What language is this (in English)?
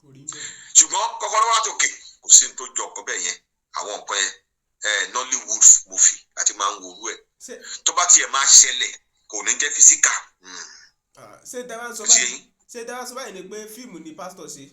Yoruba